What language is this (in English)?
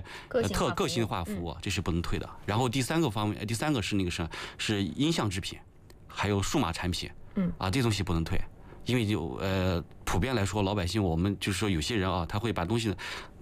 Chinese